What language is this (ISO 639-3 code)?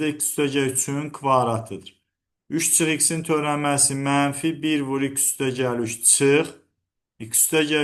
aze